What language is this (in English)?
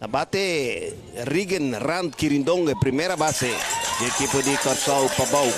Papiamento